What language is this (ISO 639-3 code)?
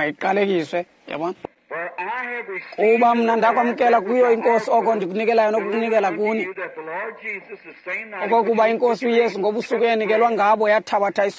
xho